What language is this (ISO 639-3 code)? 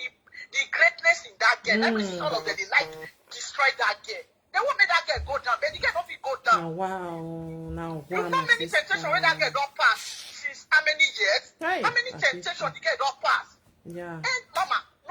pcm